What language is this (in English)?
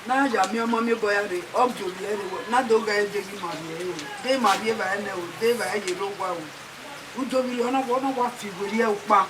Bini